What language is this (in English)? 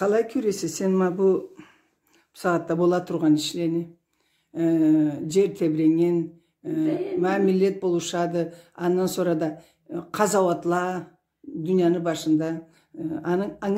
Karachay-Balkar